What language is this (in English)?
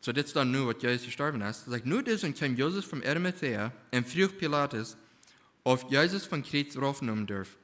Plautdietsch